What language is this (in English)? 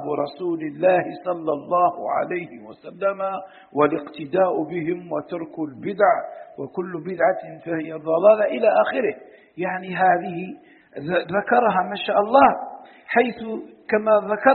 Arabic